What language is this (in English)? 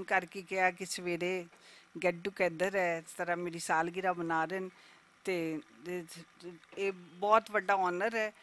Western Panjabi